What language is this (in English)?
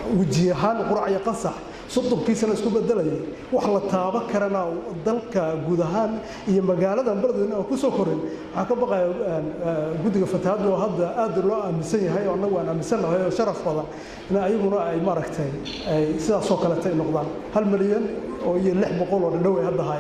Somali